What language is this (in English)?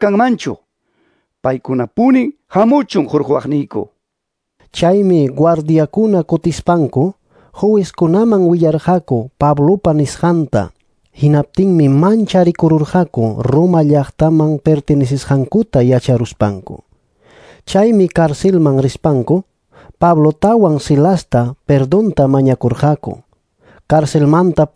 Ayacucho Quechua